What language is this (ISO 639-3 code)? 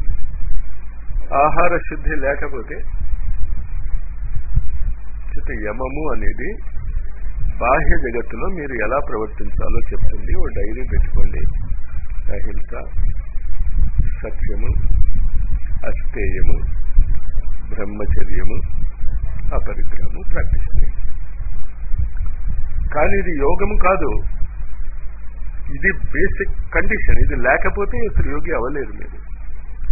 tel